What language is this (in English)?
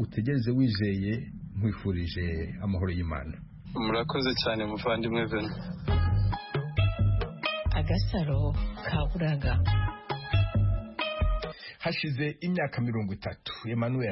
Kinyarwanda